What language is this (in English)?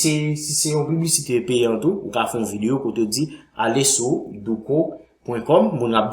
Haitian Creole